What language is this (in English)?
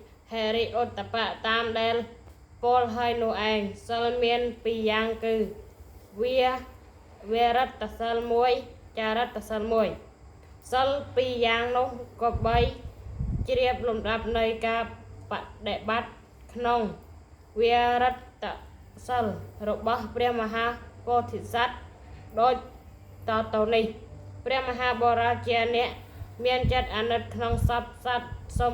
Khmer